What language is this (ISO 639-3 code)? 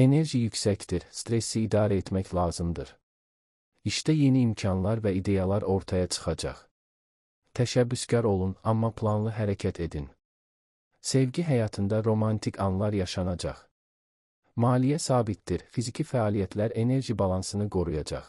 aze